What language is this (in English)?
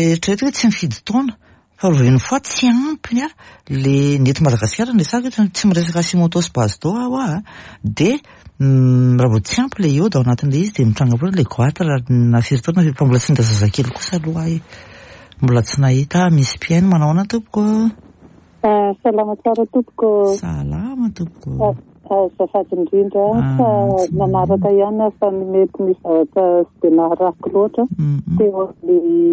Malagasy